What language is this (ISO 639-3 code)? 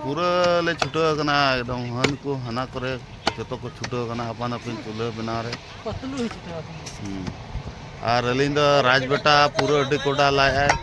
sat